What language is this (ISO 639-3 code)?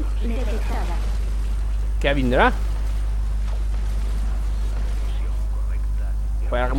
cat